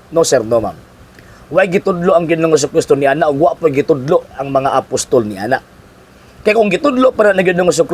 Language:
Cebuano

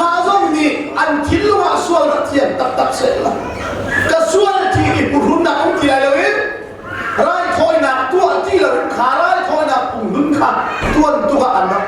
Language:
Hakha Chin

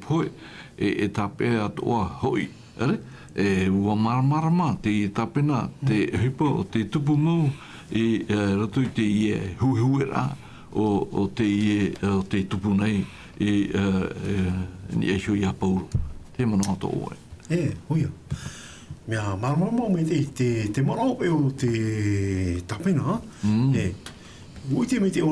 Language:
Tahitian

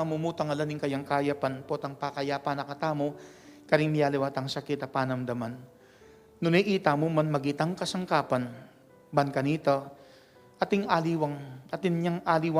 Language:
Pampanga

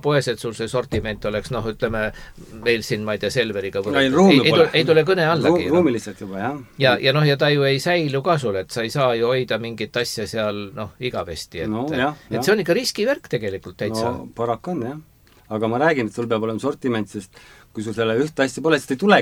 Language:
Estonian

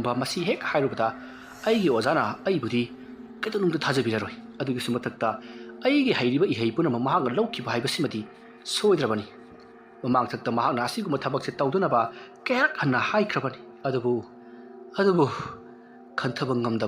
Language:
Manipuri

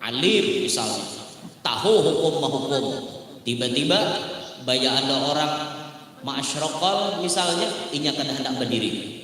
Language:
Banjar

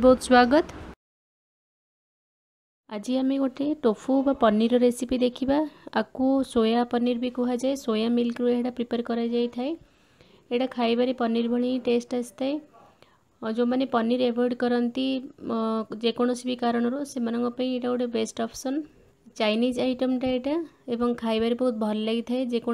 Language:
Odia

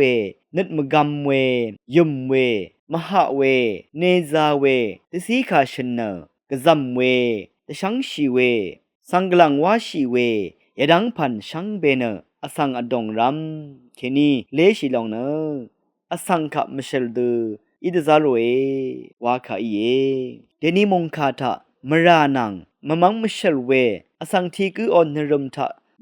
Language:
Rawang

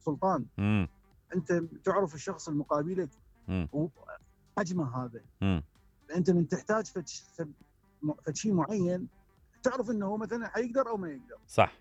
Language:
Mesopotamian Arabic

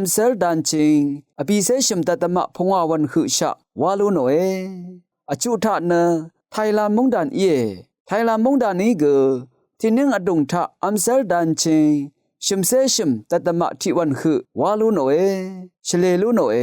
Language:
Rawang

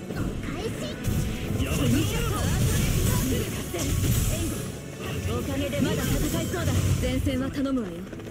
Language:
Japanese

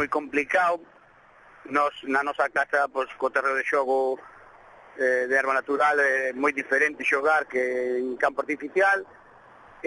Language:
Galician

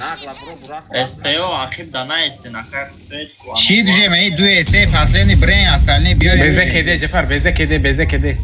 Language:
Tajik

